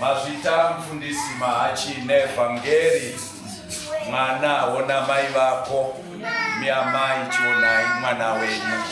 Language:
Shona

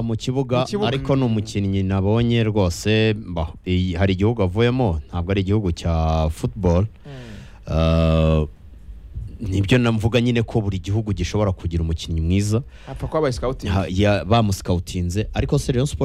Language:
Kinyarwanda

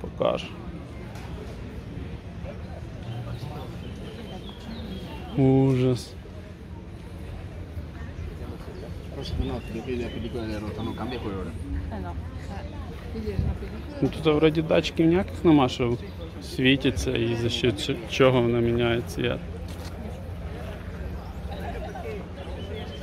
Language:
Ukrainian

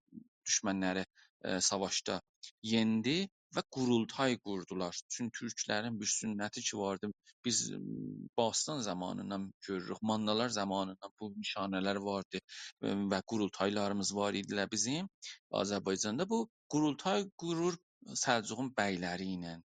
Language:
South Azerbaijani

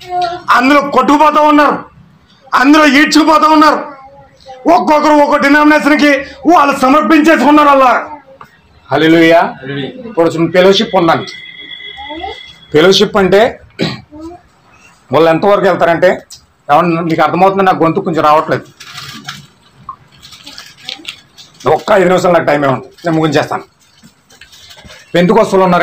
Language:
Telugu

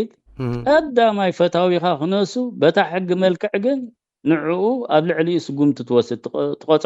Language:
Tigrinya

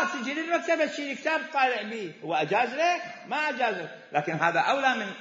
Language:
Mesopotamian Arabic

